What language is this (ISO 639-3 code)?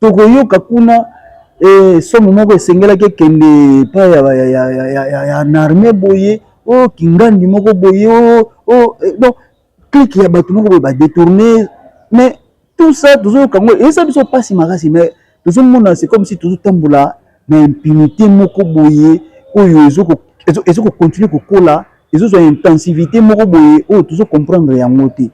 lin